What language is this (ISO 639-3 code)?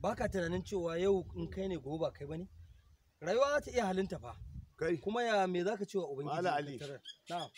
hau